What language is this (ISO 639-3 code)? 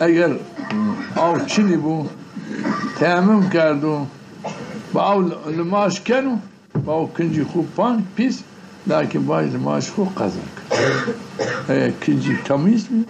zza